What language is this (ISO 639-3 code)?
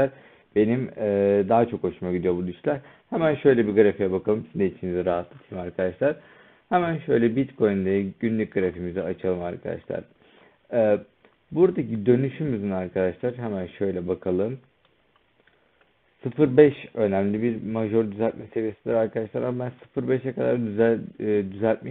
tur